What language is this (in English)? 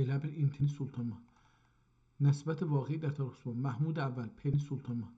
South Azerbaijani